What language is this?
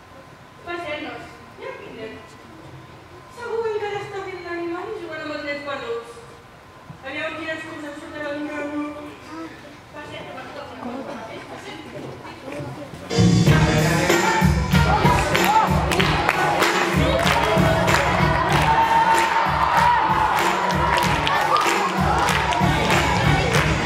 Catalan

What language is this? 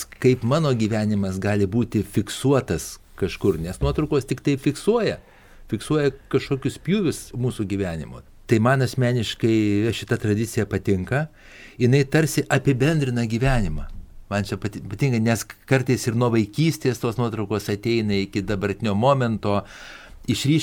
Lithuanian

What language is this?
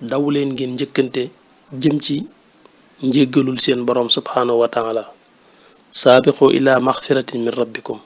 Wolof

